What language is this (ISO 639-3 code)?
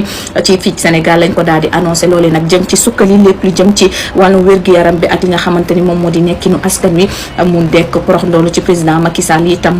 wol